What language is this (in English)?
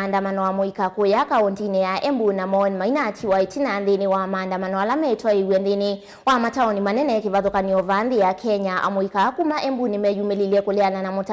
Kamba